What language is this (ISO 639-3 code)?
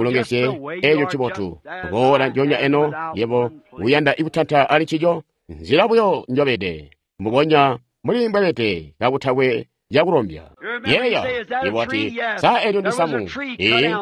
toi